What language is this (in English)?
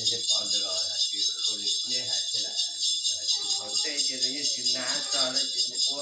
Hmong